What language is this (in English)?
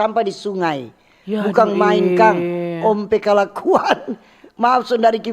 Manado Malay